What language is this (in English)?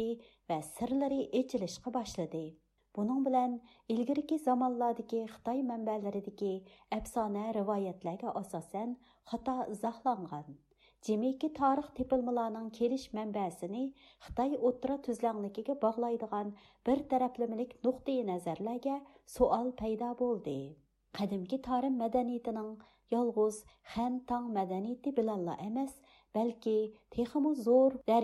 Uyghur